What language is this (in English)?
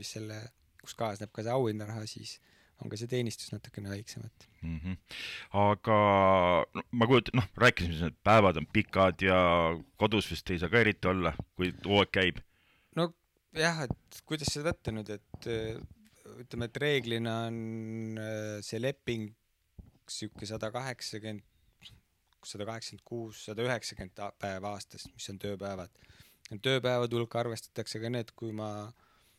Estonian